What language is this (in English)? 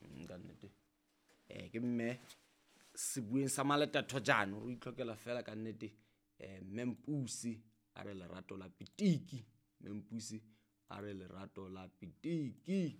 Southern Sotho